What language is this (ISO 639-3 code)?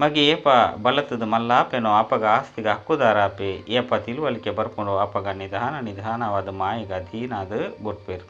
tcy